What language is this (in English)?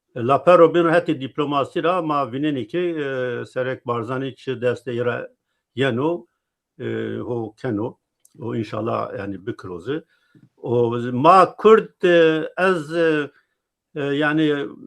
Zaza